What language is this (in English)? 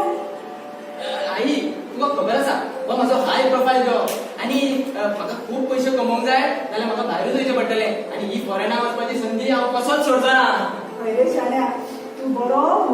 Konkani